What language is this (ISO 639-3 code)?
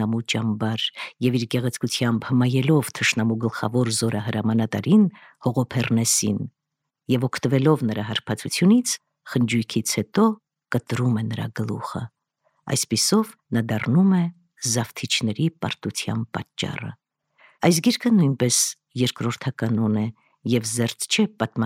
hye